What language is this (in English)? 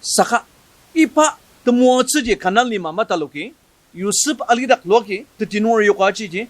Ao Naga